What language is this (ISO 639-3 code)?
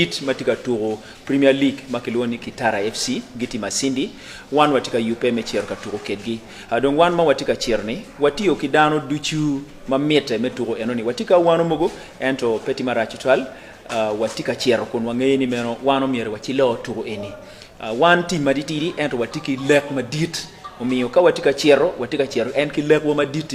ach